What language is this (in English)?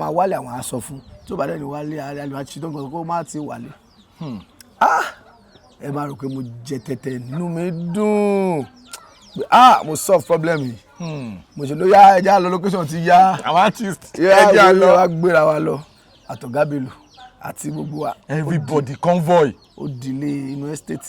Yoruba